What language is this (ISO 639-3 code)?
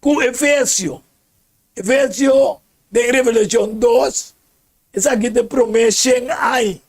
pap